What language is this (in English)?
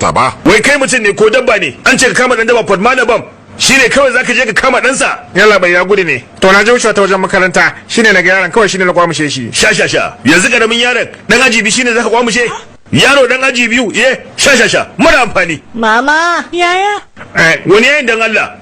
Hausa